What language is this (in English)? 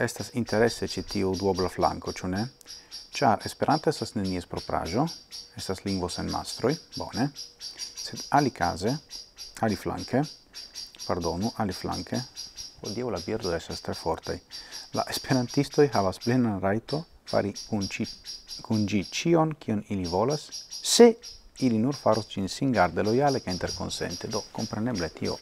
Esperanto